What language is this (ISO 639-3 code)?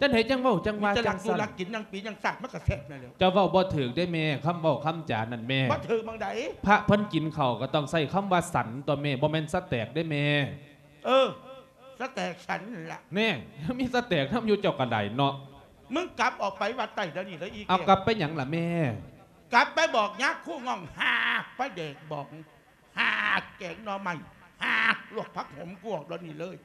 lao